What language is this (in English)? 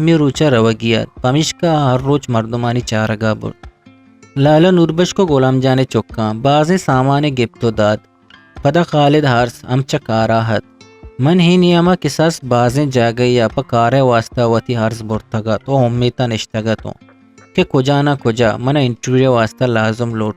Eastern Balochi